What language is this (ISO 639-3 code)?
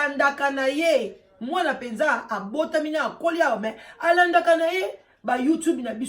lin